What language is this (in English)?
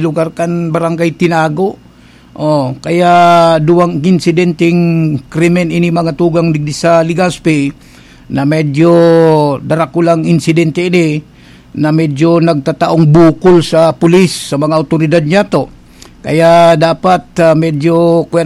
Bikol